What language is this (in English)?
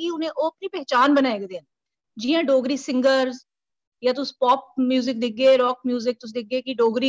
Dogri